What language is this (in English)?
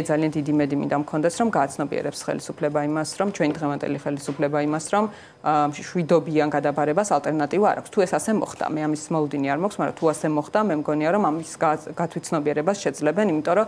Georgian